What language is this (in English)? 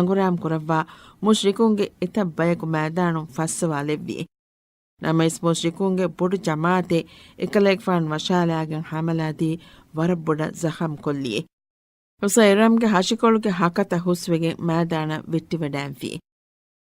Divehi